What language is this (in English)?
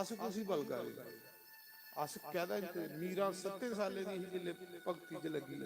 Dogri